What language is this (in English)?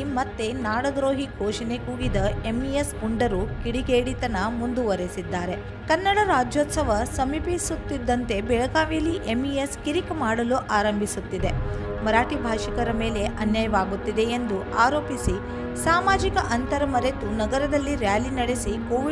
Kannada